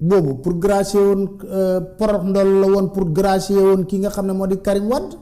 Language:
Wolof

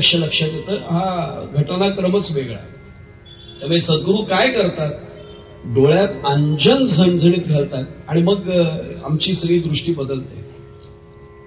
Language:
Marathi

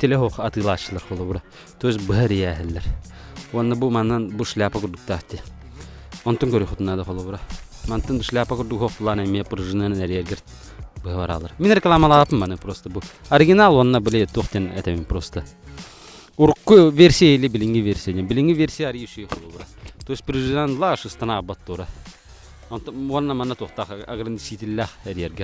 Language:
Yakut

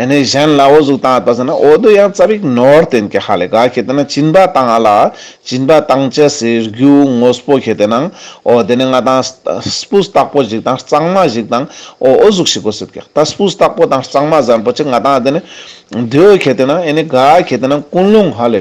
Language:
Ladakhi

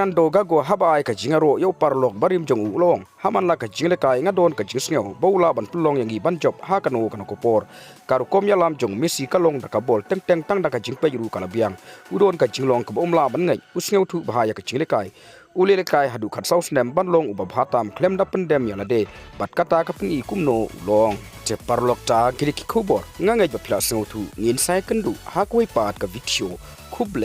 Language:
Khasi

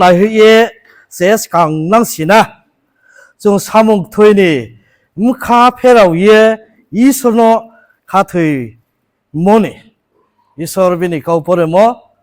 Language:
Riang (India)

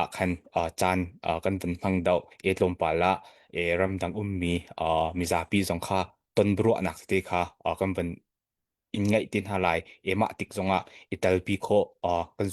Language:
Hakha Chin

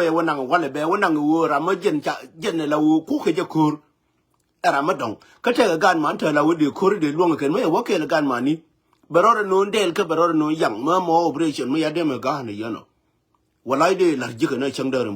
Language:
Nuer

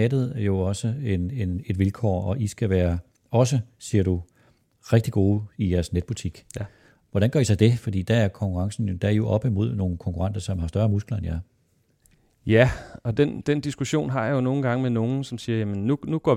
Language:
Danish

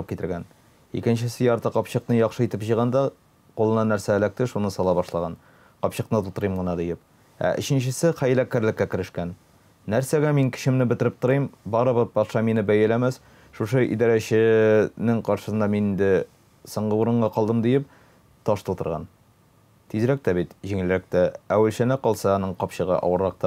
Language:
Tatar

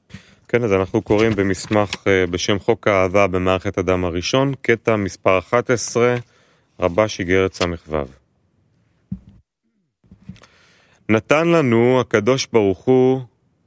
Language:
Hebrew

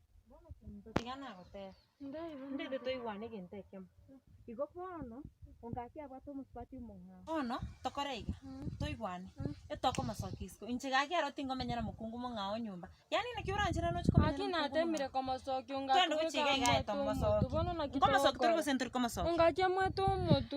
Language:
Gusii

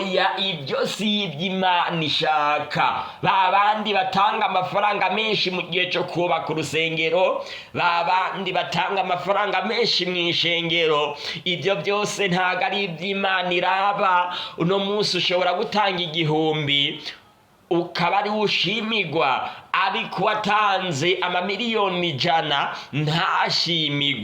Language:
Rundi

